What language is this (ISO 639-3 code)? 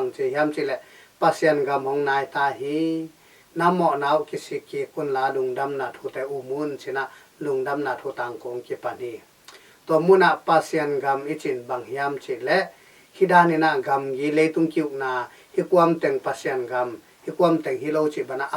ctd